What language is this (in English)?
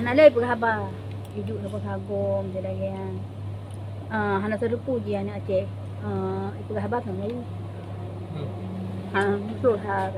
Achinese